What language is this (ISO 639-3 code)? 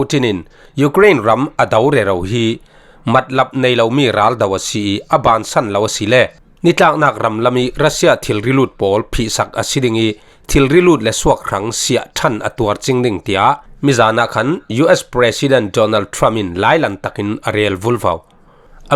cfm